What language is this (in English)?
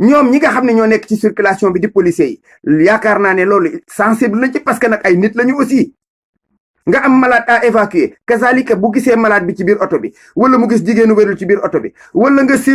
Wolof